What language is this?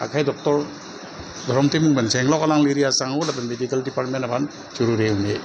Karbi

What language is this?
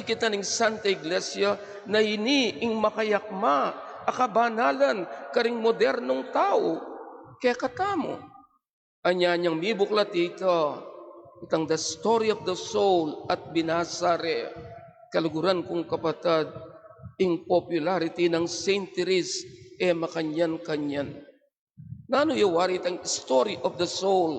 Pampanga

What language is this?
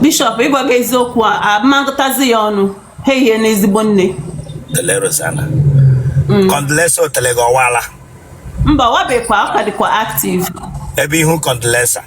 Igbo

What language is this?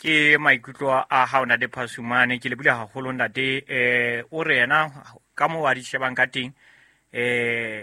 Southern Sotho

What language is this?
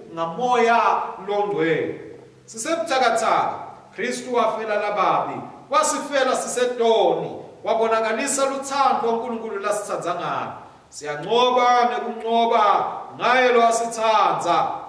Swati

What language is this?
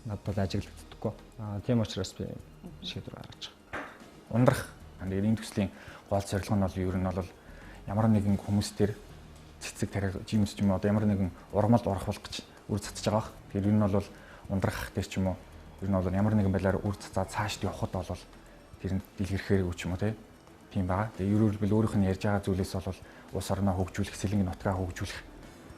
Mongolian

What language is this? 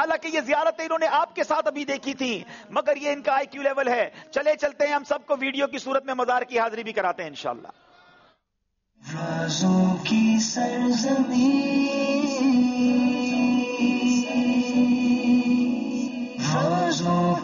Urdu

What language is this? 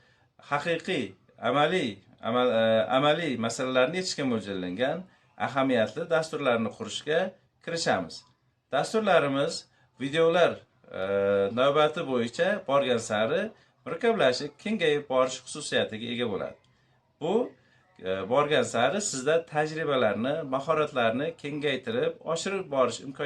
Uzbek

